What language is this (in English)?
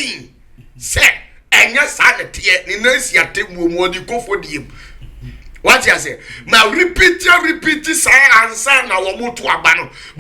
Akan